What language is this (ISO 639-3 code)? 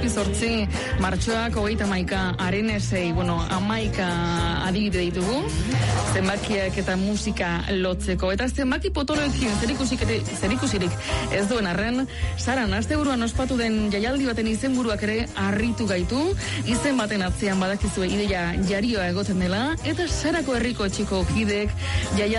eus